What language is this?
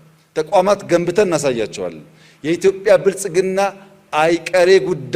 Amharic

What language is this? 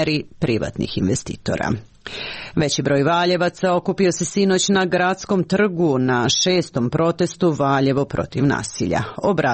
Serbian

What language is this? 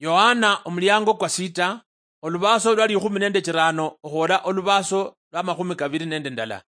Luyia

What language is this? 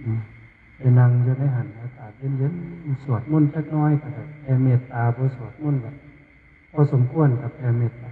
Northeastern Thai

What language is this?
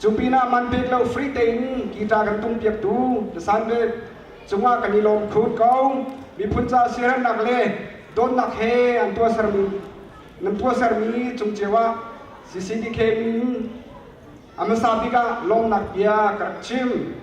Hakha Chin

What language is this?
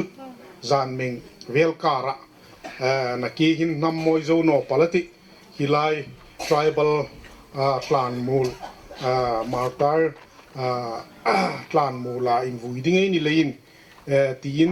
Hmar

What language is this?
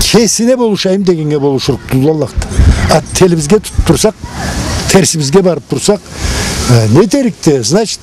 Karachay-Balkar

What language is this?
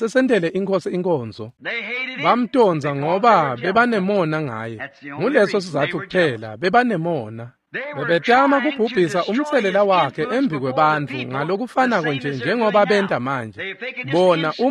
Swati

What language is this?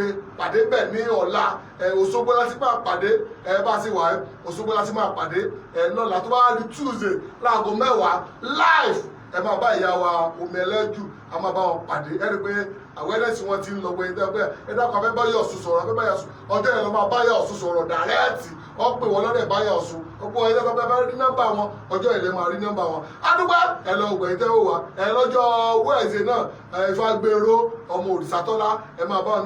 Yoruba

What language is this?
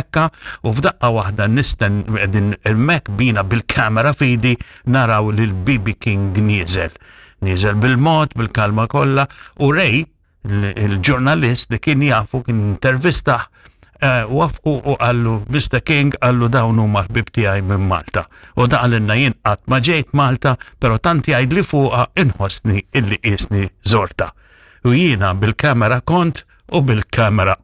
Maltese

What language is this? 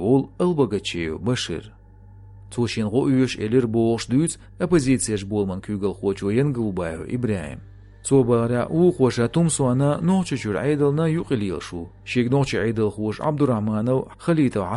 Chechen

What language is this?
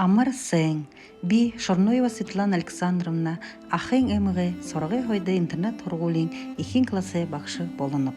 Buriat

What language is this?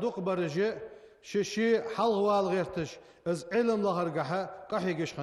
Ingush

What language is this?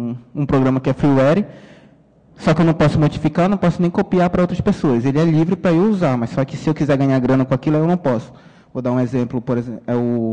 Portuguese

